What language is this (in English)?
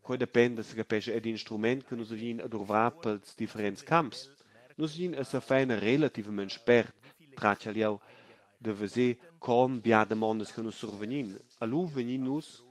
Romansh